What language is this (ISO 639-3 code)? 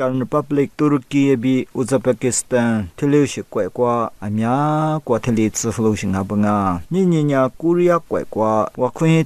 lis